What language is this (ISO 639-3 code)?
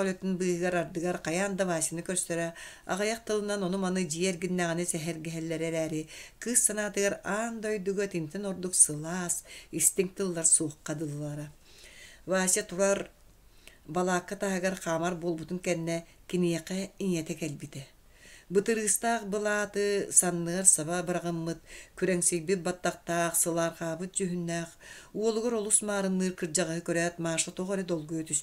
sah